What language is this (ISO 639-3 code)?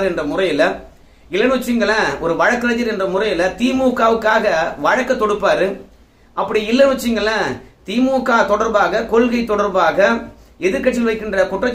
tam